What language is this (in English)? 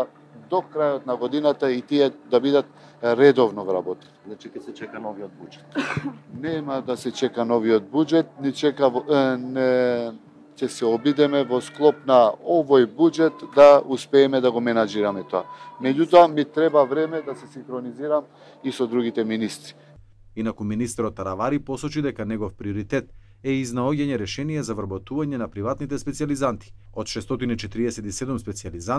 Macedonian